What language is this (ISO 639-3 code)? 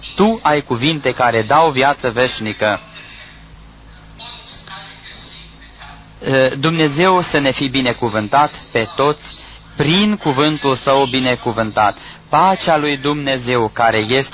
ron